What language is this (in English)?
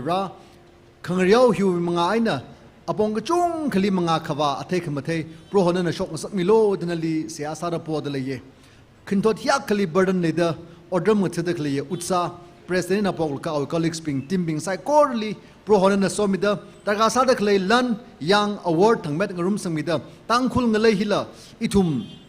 Tangkhul Naga (India)